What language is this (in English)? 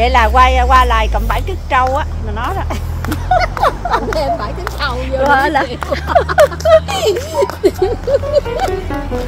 Vietnamese